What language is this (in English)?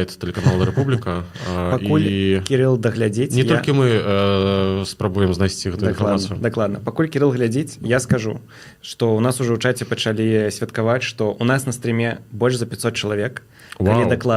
Belarusian